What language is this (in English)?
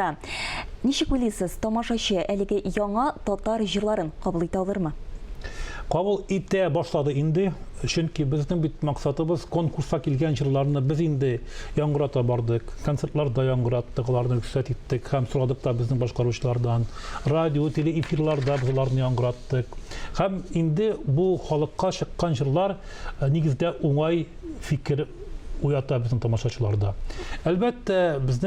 Tatar